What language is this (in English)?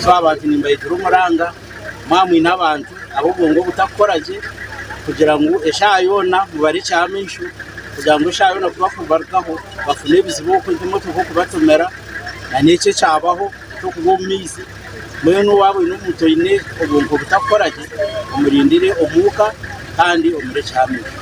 Nyankole